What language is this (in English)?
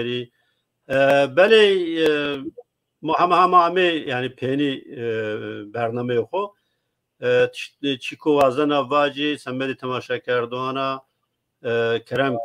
Zaza